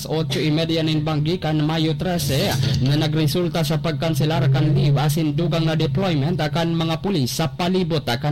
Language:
Bikol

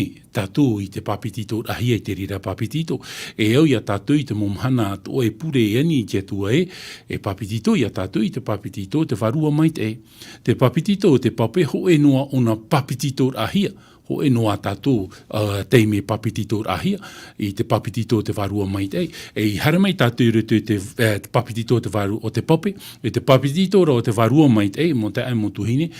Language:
Tahitian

